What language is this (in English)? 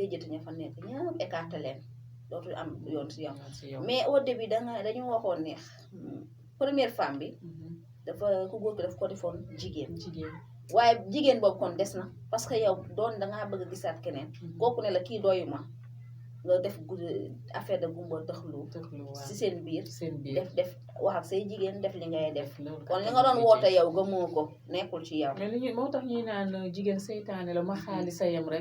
Wolof